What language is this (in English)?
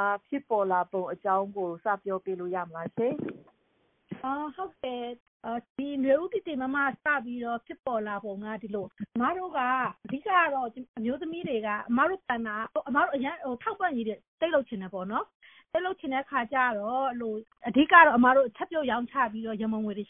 Burmese